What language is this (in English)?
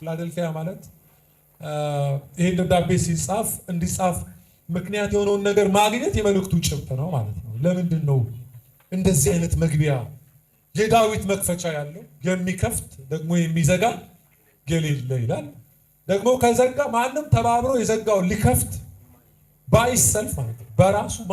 Amharic